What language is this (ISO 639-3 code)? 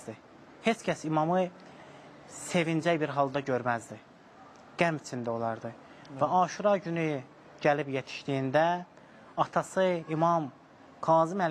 aze